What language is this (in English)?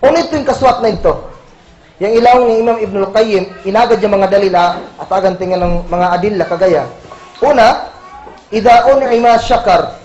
Kagan Kalagan